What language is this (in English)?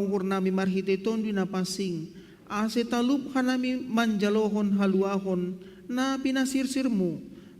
Batak Simalungun